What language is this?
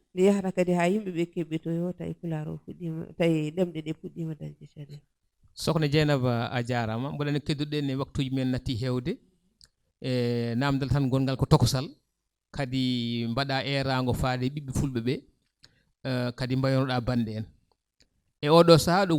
Fula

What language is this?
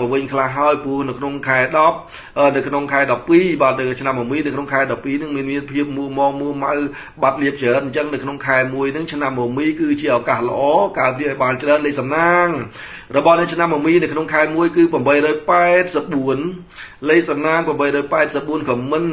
Khmer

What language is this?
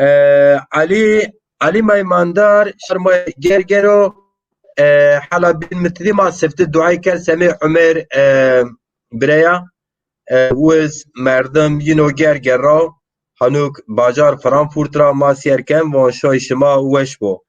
Zaza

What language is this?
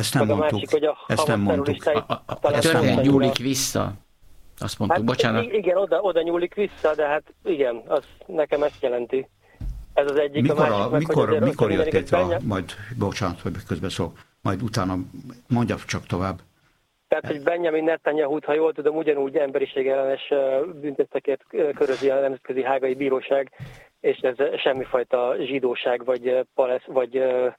Hungarian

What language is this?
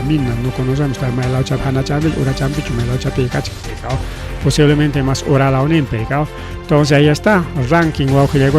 Ayacucho Quechua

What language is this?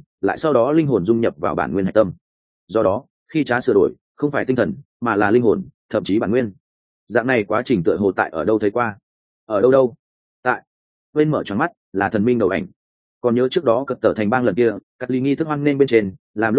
Vietnamese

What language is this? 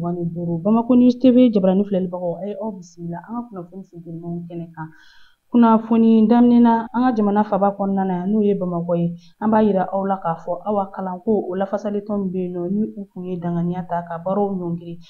Bambara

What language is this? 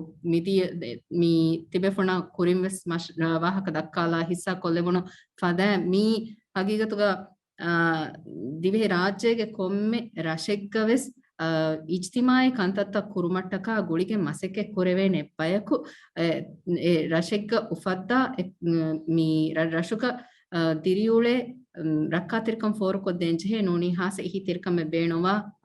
Divehi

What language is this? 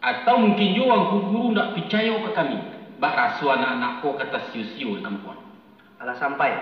Minangkabau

